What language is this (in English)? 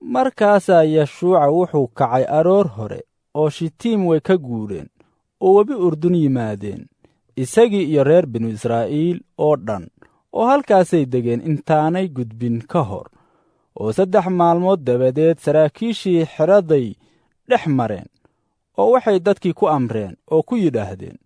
Somali